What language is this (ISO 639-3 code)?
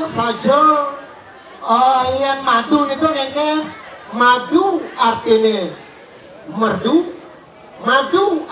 ban